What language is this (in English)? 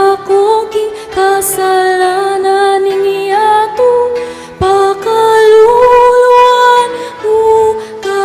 Pampanga